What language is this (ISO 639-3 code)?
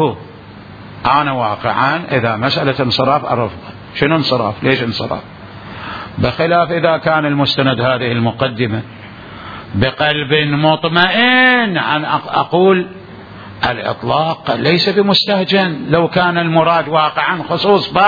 acm